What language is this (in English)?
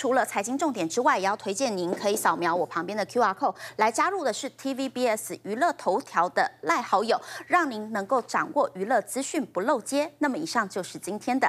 Chinese